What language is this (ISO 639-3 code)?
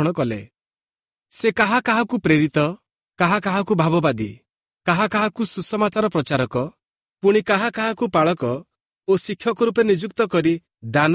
ori